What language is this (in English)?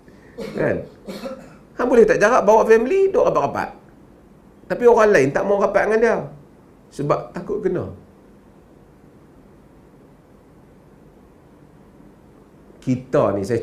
Malay